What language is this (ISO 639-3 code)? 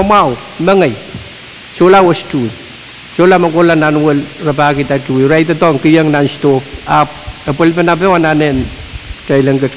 pon